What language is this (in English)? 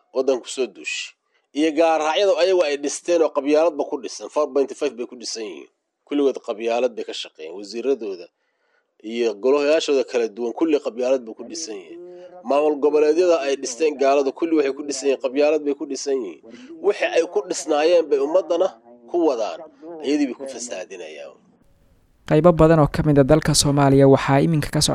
Somali